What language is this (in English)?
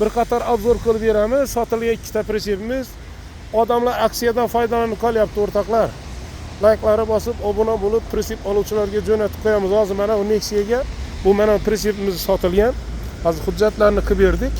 Uzbek